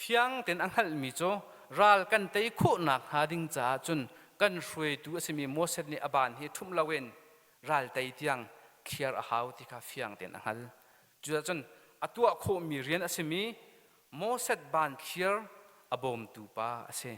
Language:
Hakha Chin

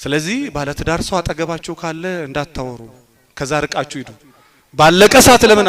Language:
Amharic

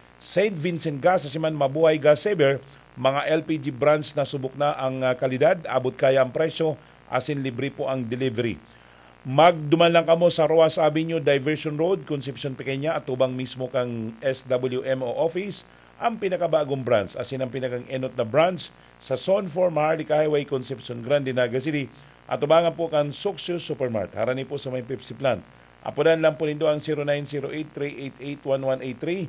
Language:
Bikol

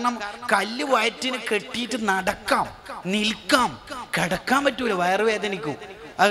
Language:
Malayalam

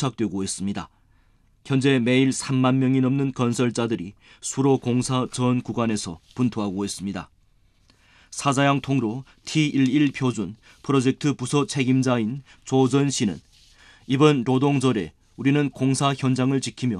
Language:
Korean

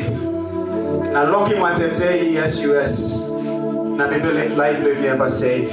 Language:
Tok Pisin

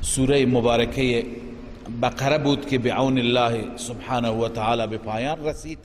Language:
Persian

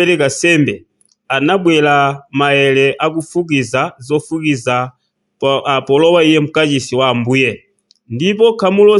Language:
Nyanja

